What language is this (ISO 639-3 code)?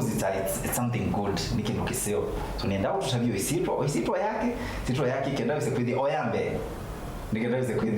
kam